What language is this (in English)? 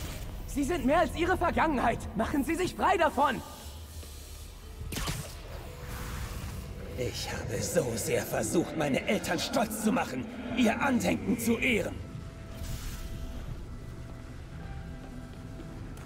German